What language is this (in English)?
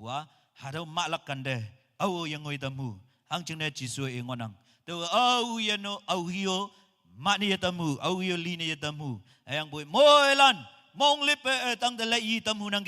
Konyak Naga